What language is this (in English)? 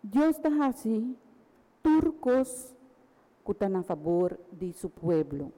Papiamento